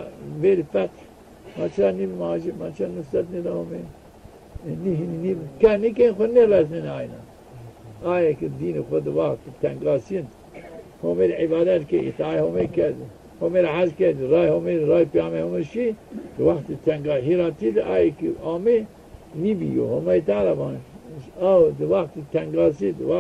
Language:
Zaza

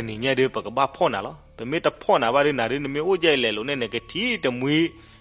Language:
S'gaw Karen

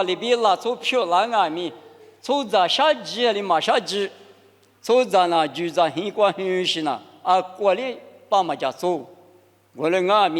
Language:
Lisu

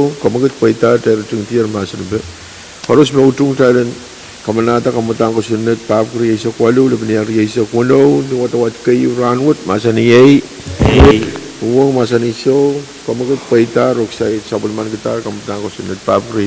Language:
Pohnpeian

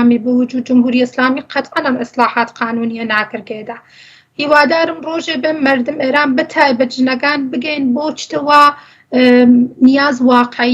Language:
Central Kurdish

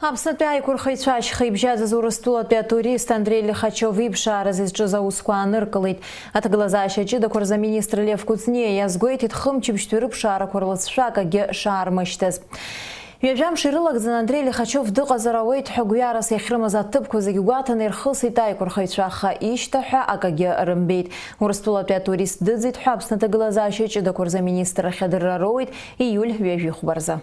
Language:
Abkhazian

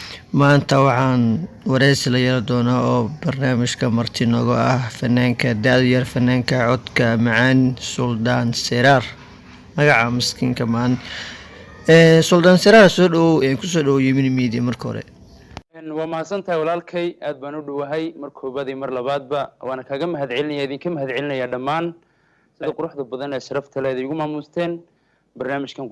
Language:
Somali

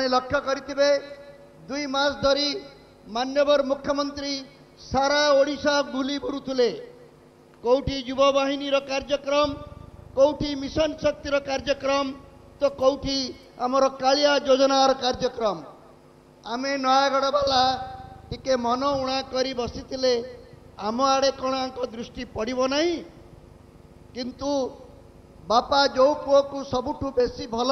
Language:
Odia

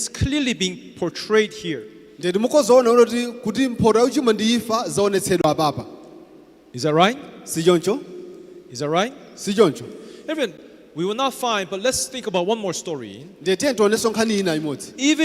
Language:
Nyanja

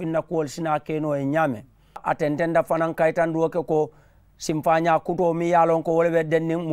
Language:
Mandingo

